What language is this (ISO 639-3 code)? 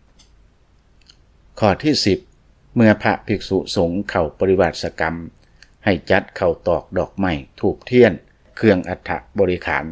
lao